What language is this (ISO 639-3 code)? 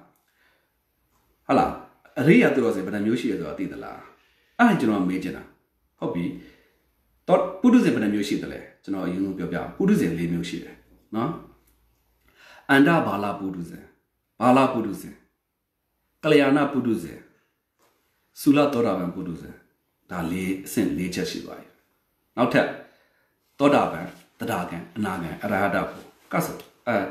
mya